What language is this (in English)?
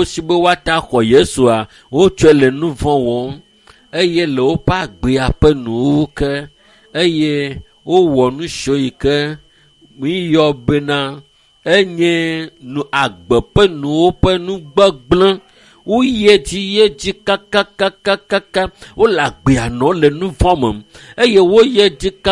Ewe